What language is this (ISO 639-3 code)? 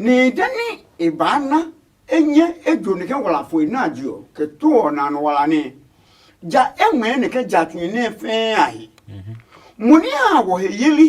ada